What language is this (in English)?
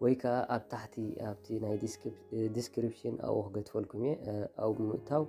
Tigrinya